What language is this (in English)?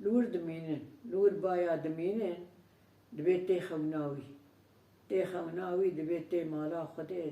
Kurdish